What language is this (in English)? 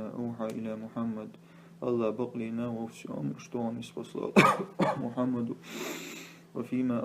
Chechen